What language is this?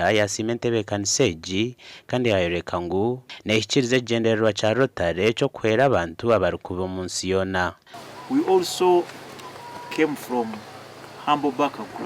Nyankole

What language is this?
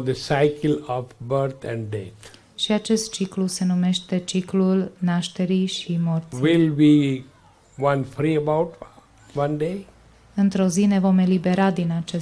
Romanian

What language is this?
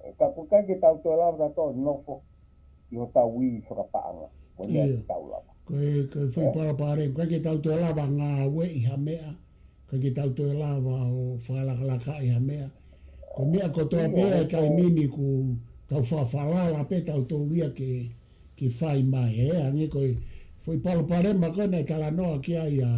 Tongan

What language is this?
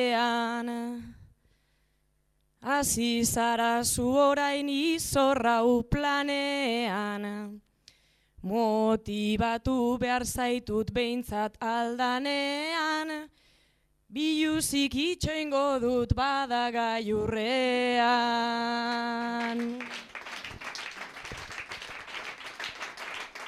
Basque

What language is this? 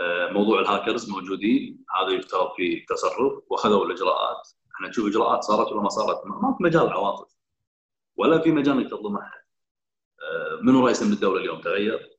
Gulf Arabic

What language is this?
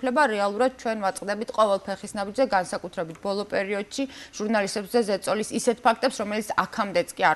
Georgian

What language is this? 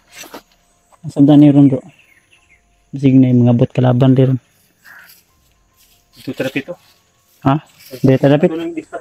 Filipino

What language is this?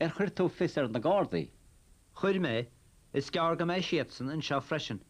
Irish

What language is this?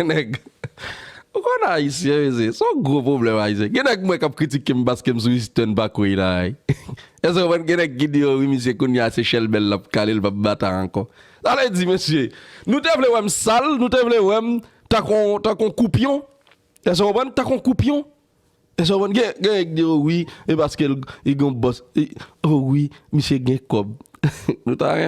Haitian Creole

